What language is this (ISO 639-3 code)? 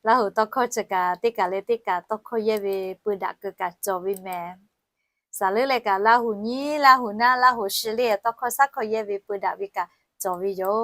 lhu